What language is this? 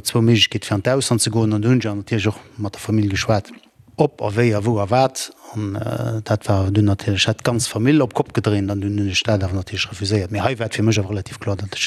Luxembourgish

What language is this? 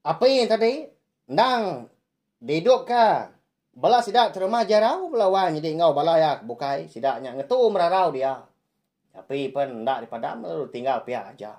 Iban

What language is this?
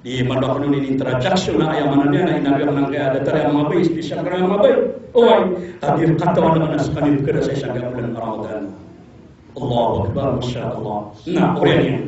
Maranao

